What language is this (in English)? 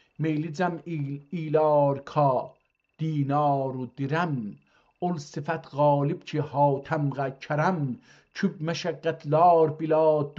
South Azerbaijani